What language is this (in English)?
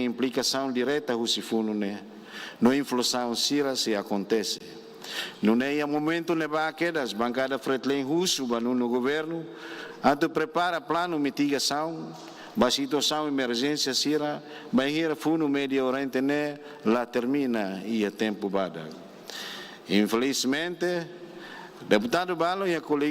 Tetum